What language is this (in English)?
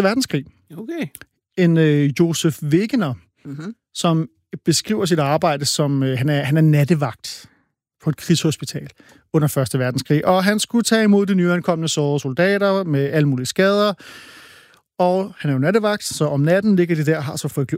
Danish